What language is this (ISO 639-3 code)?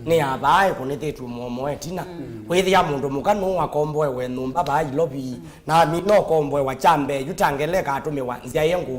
kam